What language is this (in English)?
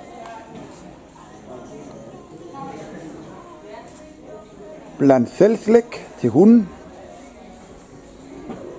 Danish